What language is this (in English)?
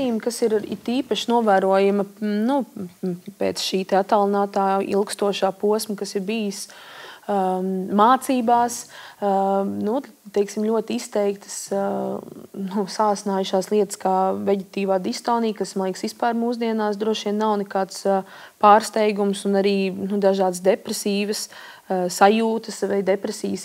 Latvian